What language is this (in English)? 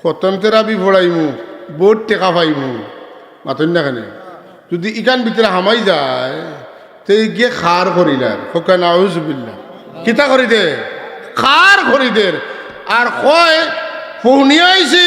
Sylheti